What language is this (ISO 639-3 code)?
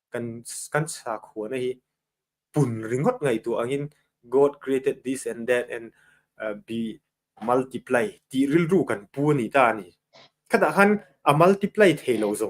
lus